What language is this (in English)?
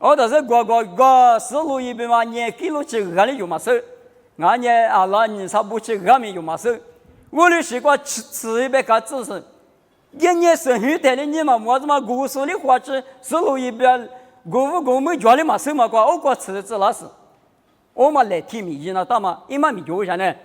Lisu